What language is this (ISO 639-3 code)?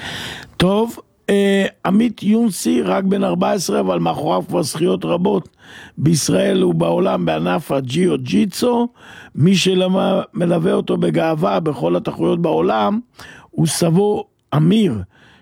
heb